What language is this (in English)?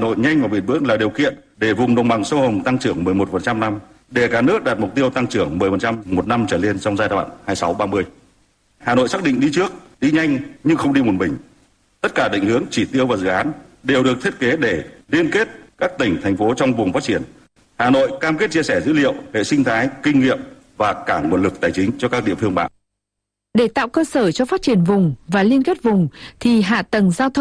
Vietnamese